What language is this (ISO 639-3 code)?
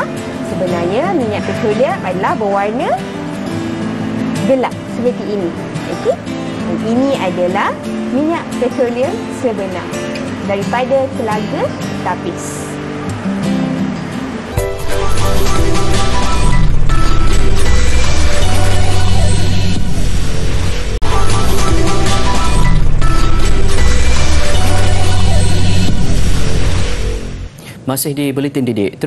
msa